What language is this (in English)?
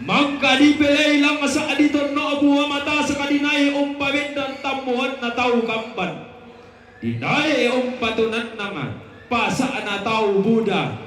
Toraja-Sa'dan